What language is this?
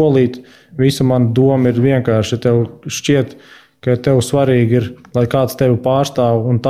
Latvian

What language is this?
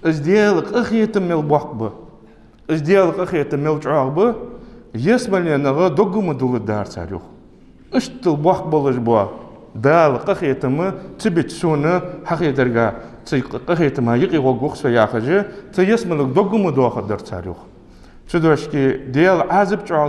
Ingush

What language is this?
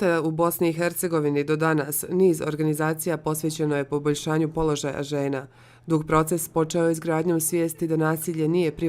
Bosnian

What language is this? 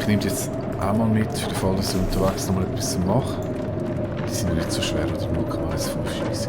Swiss German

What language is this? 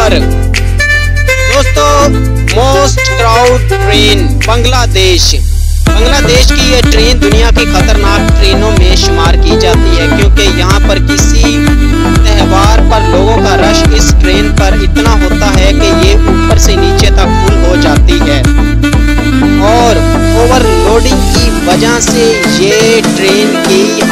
Hindi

